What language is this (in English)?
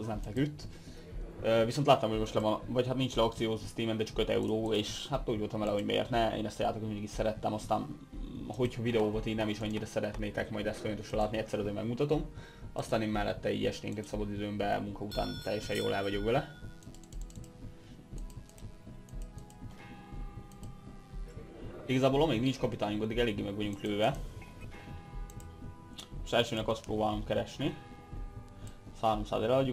Hungarian